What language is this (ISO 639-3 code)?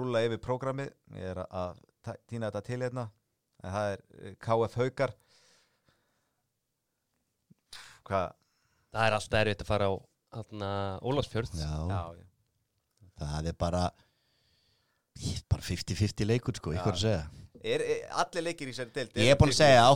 isl